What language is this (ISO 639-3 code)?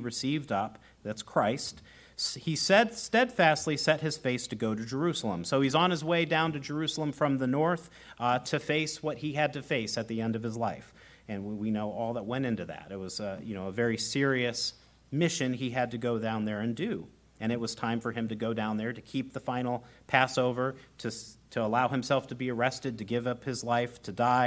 eng